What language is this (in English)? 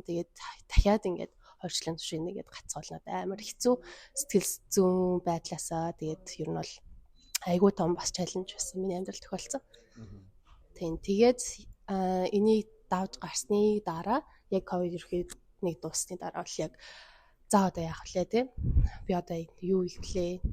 Mongolian